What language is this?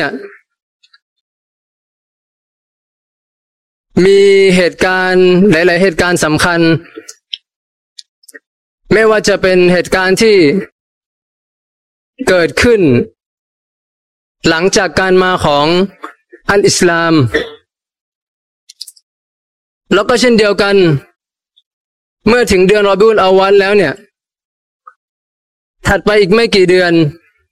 Thai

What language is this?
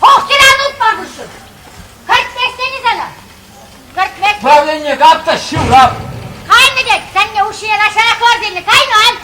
Chuvash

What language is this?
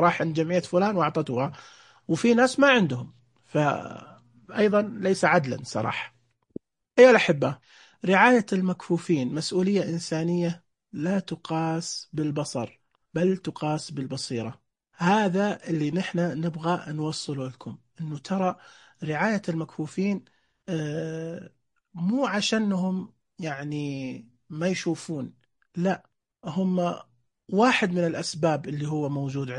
Najdi Arabic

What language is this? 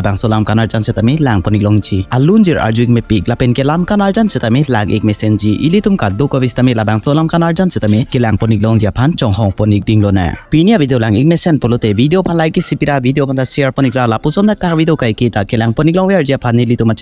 Karbi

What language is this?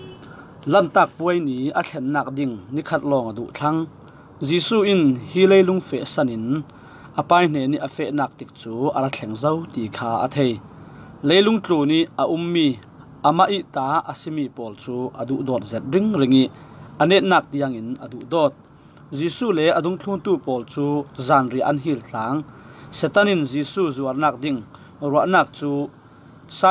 Falam Chin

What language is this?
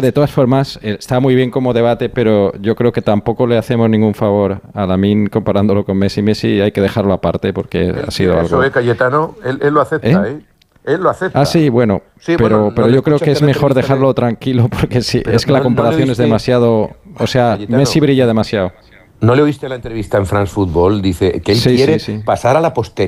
Spanish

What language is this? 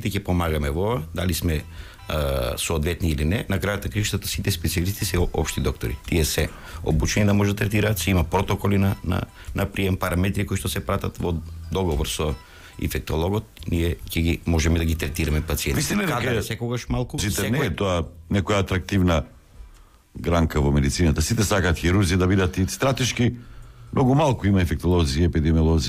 Macedonian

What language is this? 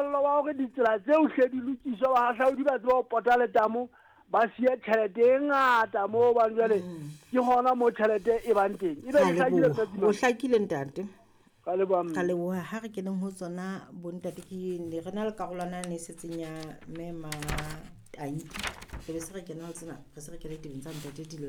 Southern Sotho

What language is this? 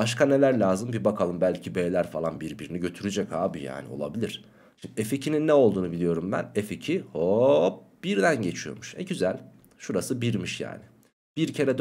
Turkish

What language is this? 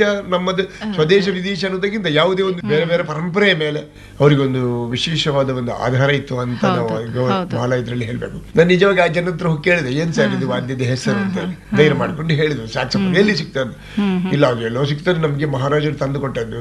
Kannada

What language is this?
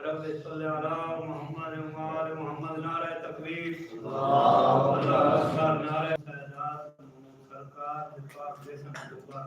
Saraiki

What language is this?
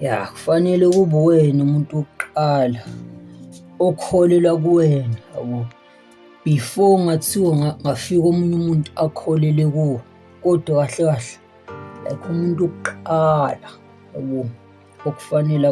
Zulu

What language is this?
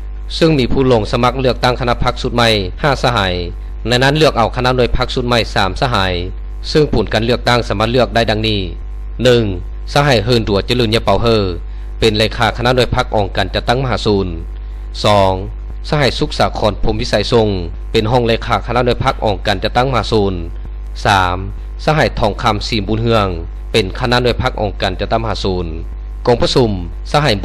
Lao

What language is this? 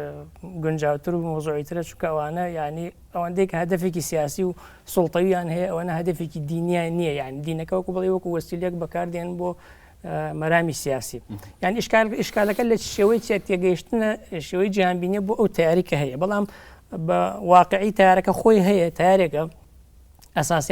Central Kurdish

